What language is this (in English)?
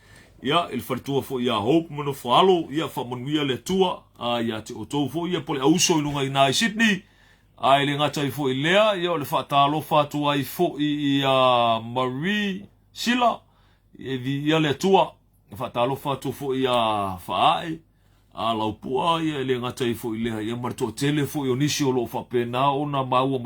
Samoan